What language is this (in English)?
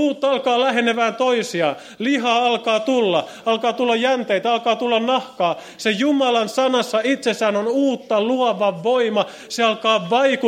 Finnish